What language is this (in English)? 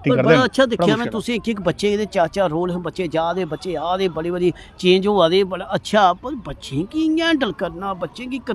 Dogri